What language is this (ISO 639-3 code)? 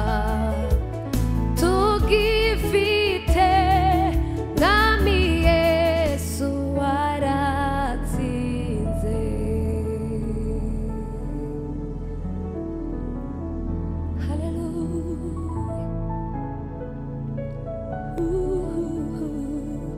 kin